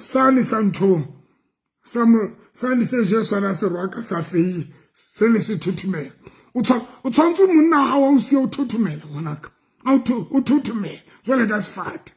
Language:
Southern Sotho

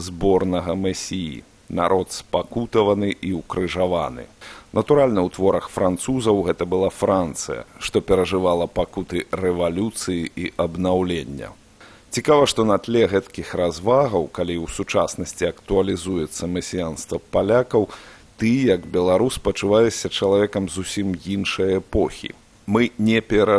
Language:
Belarusian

